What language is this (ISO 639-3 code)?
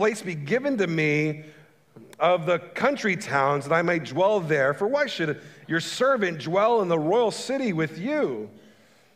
eng